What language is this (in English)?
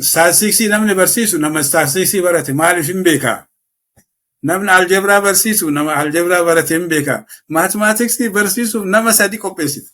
Oromo